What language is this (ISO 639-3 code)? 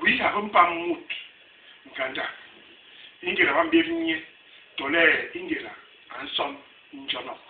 bas